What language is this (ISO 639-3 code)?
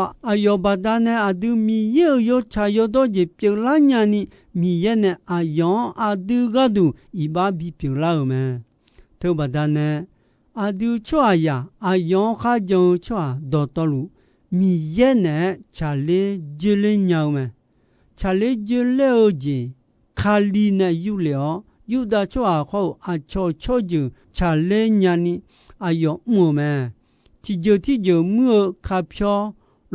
ahk